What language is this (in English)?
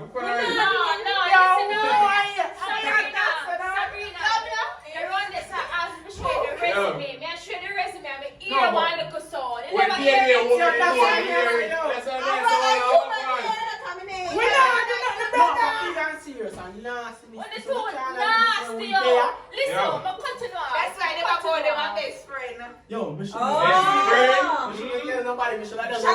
Jamaican Creole English